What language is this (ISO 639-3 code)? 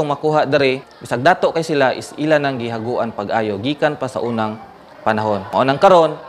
ceb